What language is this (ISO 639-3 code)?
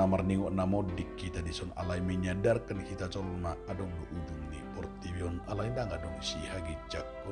bbc